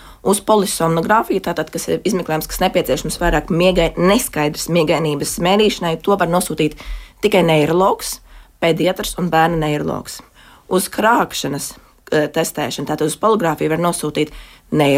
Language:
Latvian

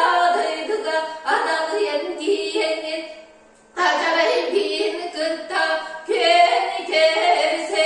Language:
Yakut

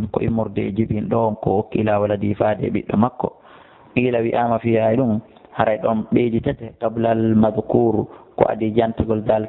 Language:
Fula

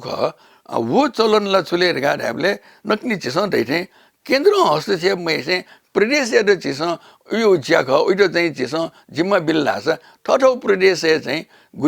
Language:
Newari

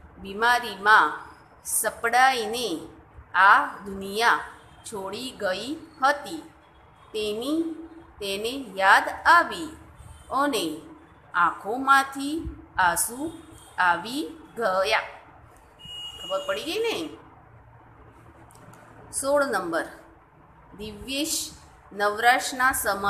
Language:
Gujarati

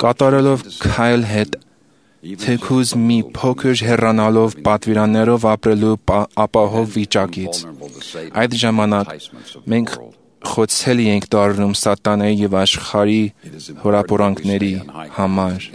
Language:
Armenian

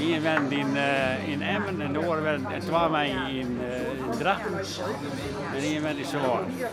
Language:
Western Frisian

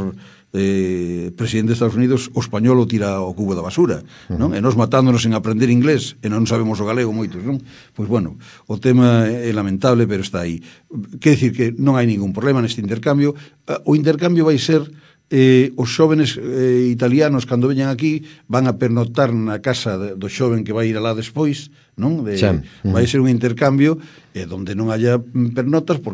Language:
Galician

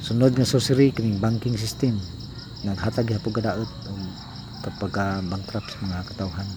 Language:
Cebuano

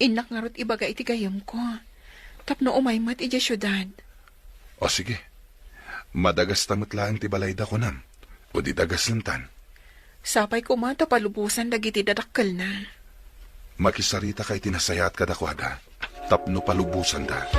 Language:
Iloko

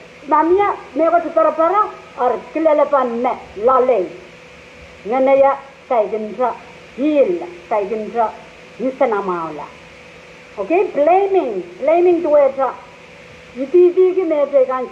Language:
Pohnpeian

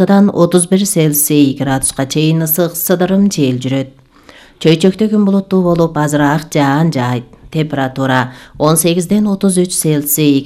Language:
Kyrgyz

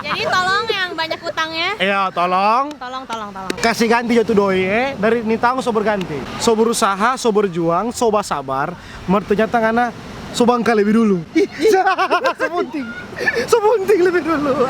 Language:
Manado Malay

